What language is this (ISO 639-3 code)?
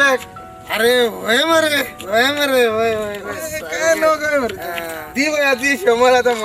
kok